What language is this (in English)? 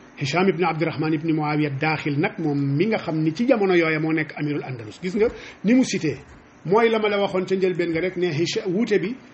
Wolof